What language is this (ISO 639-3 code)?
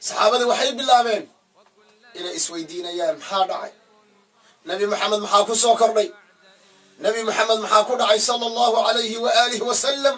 som